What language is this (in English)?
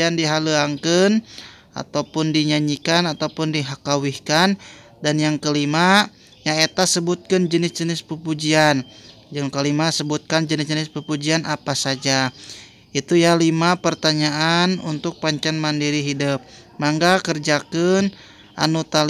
Sundanese